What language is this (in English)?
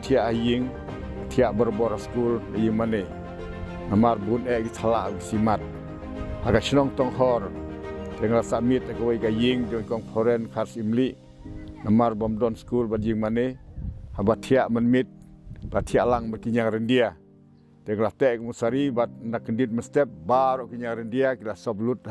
Khasi